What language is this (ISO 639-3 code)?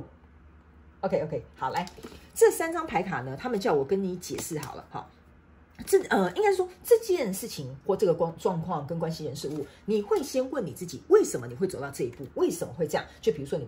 zho